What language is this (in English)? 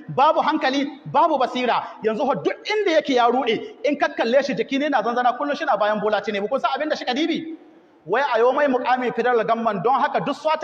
Hausa